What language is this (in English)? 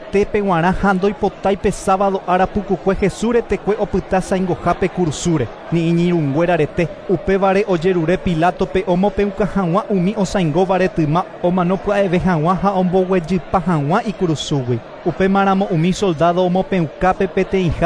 Guarani